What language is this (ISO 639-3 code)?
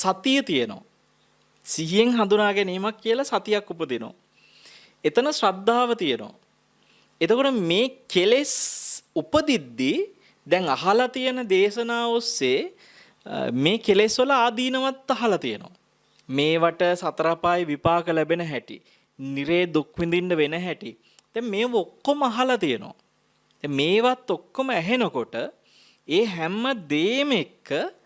sin